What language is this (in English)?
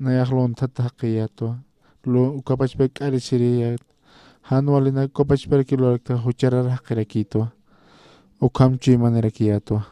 Aymara